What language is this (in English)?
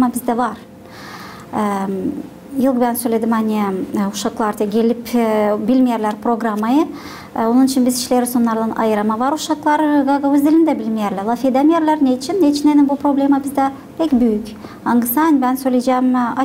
Gagauz